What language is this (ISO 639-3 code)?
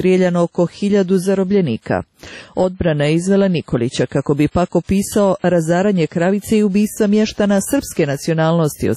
srp